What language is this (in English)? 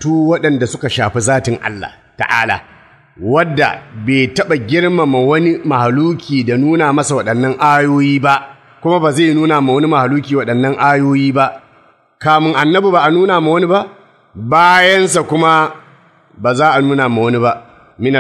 Hausa